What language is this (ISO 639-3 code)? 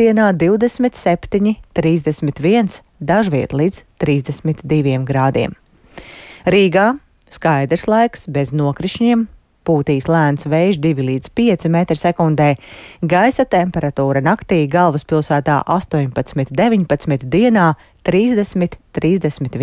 lav